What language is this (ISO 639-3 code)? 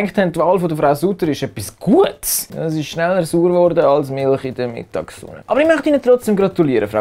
gsw